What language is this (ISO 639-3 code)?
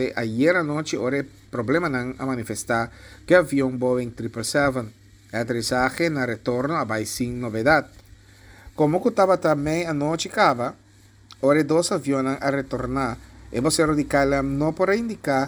pap